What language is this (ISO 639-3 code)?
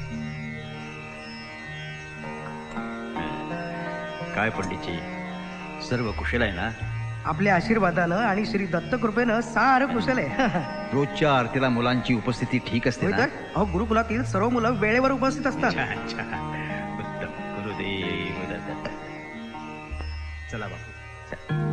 mar